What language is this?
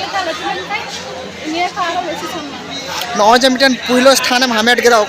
Santali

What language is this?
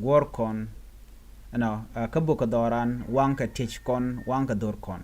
Nuer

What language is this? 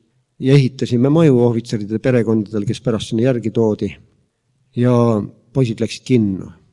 Estonian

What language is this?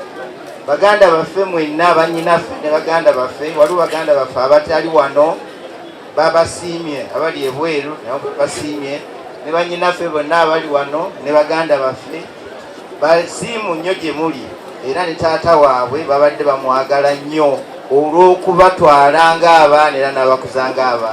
Ganda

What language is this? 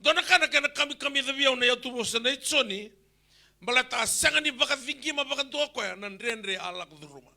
Fijian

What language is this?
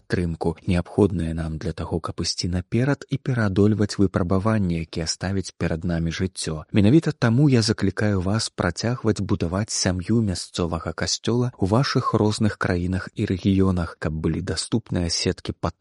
Belarusian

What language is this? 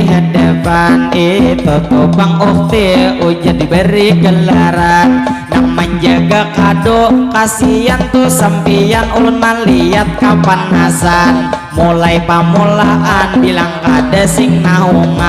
Banjar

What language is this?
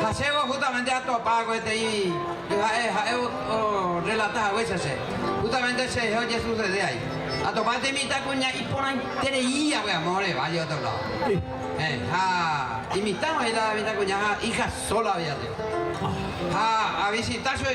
Guarani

